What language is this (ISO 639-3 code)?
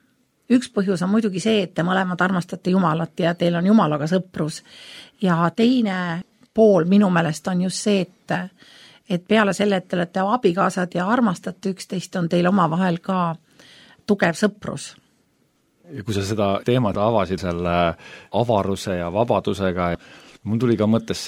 est